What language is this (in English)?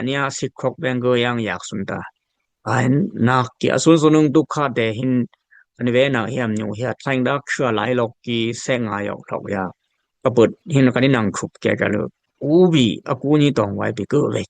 Dimasa